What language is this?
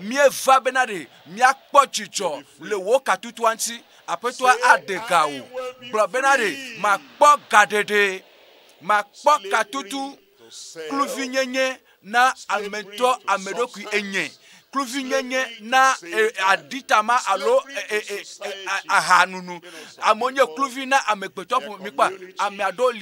Ewe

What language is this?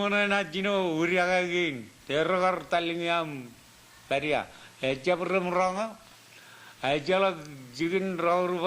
Marshallese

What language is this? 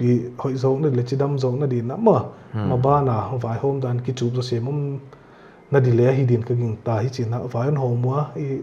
Paite Chin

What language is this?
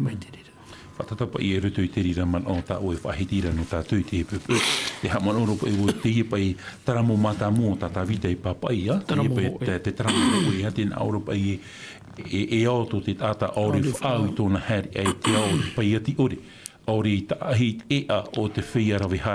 Tahitian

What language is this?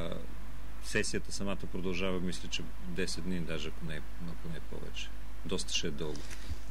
Bulgarian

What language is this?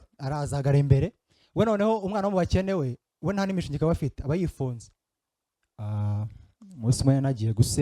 Kinyarwanda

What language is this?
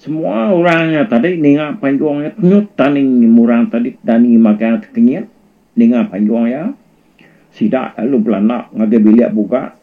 Iban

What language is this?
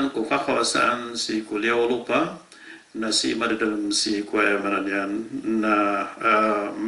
Maranao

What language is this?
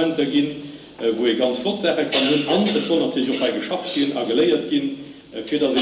Luxembourgish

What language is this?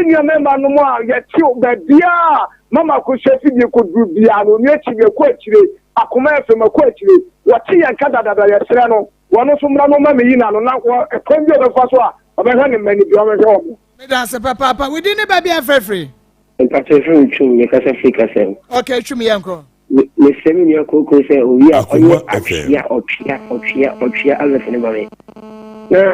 Akan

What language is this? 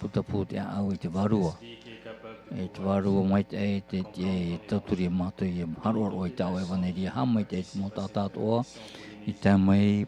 Tahitian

